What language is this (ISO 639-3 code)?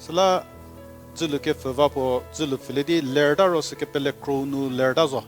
njm